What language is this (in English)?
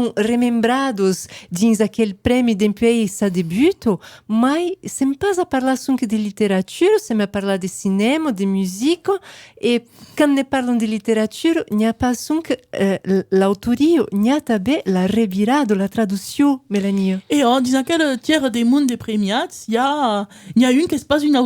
Occitan